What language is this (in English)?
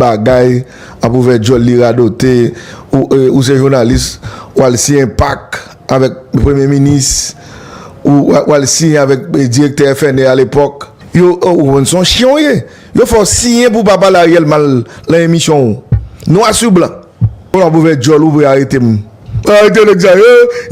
Haitian Creole